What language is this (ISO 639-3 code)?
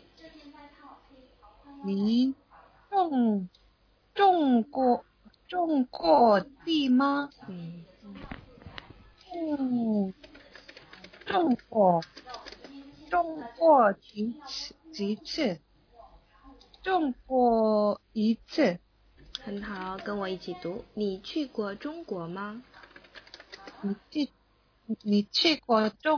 zho